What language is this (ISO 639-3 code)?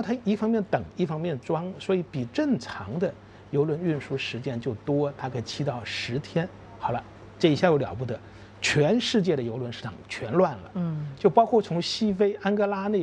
zho